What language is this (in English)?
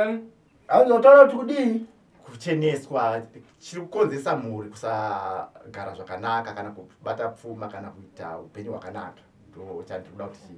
Shona